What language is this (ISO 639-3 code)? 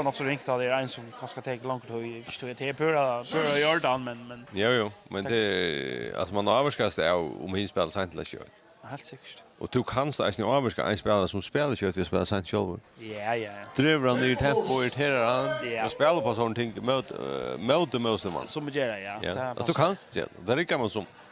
fao